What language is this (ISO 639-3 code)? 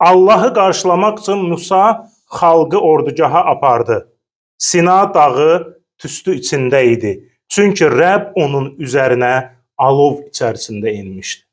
aze